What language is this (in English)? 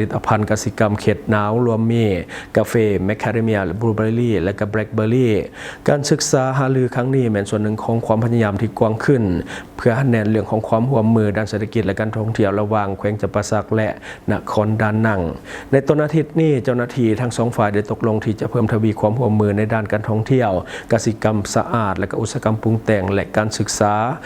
Lao